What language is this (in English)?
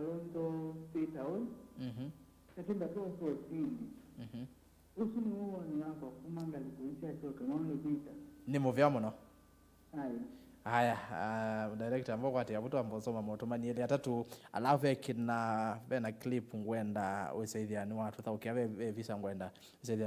Kamba